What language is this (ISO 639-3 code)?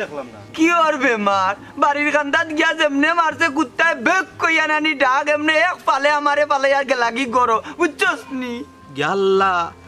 syl